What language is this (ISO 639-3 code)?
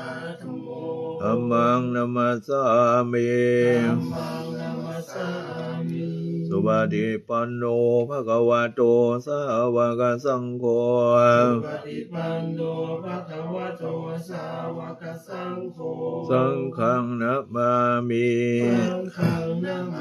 pli